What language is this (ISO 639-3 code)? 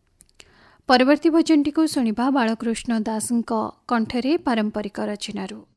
ori